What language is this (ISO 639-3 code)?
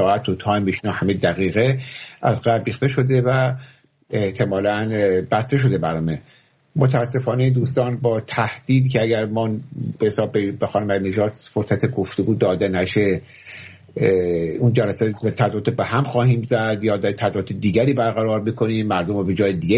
fas